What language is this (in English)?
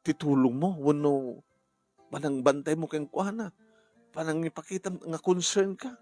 Iloko